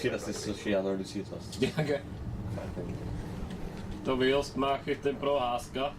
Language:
Bavarian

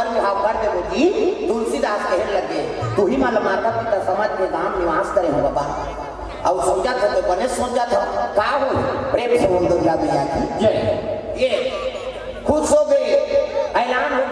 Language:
Chhattisgarhi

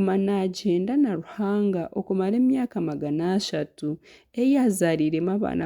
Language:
Nyankole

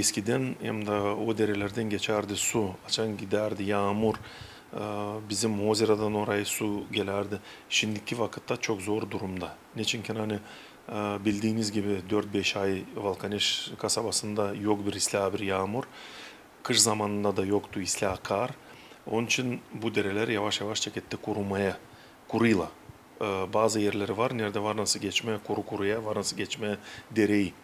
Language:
Gagauz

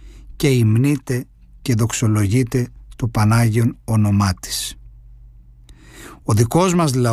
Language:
Greek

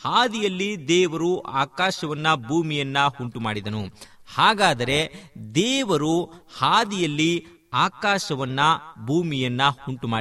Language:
Kannada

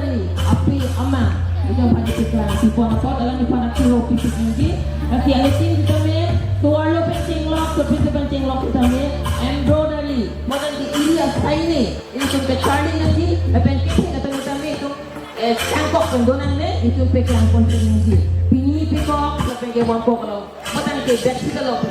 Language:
Karbi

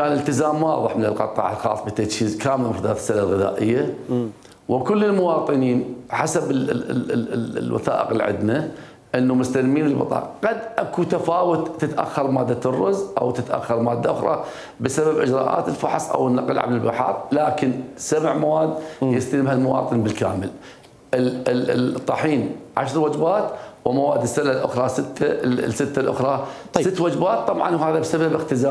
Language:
Mesopotamian Arabic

